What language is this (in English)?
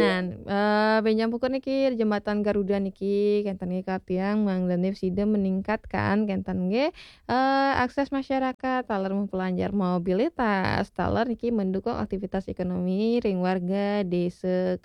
Balinese